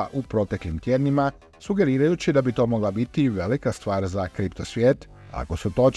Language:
Croatian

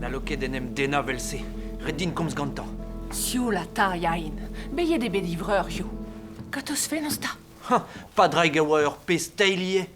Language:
Breton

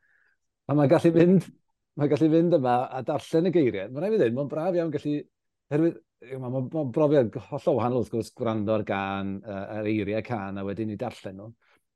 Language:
Welsh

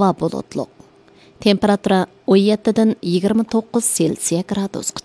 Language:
Uyghur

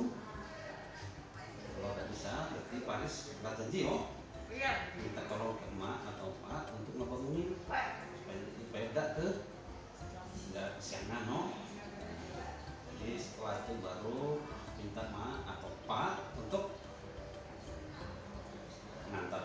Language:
Indonesian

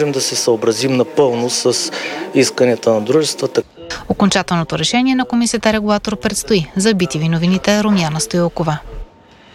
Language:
Bulgarian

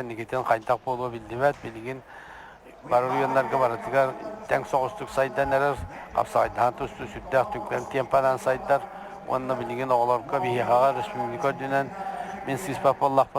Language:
Yakut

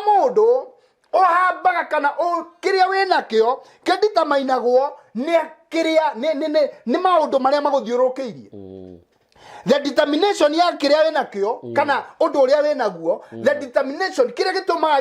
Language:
Kikuyu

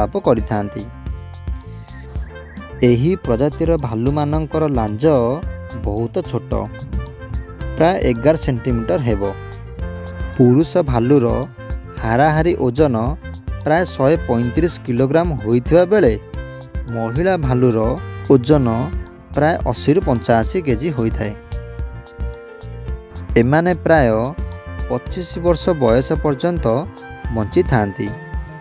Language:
Odia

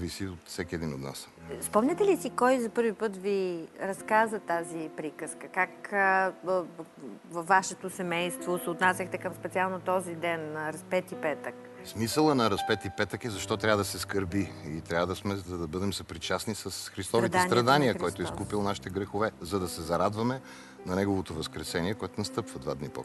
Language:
Bulgarian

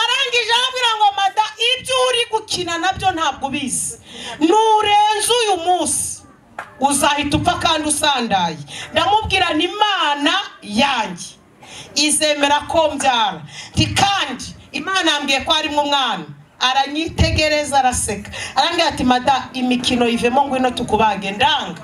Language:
Kinyarwanda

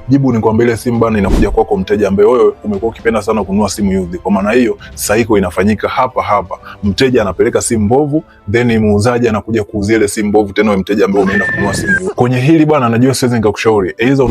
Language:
Swahili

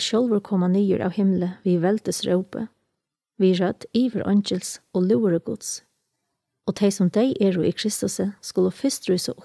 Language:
Faroese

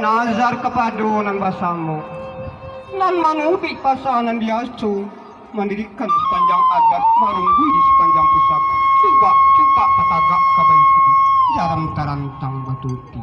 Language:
Minangkabau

